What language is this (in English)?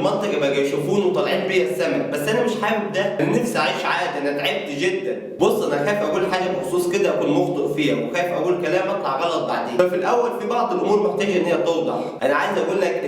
Egyptian Arabic